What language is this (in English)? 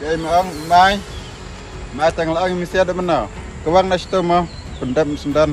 Khasi